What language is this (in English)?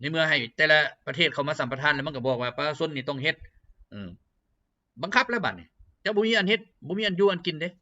Lao